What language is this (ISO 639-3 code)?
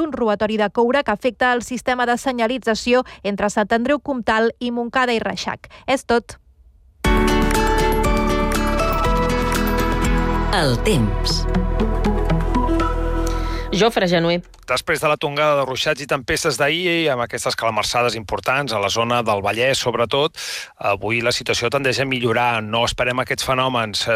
cat